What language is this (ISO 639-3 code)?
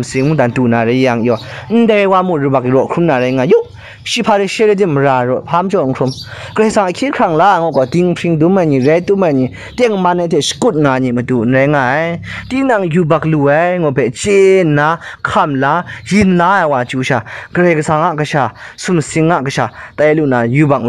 kac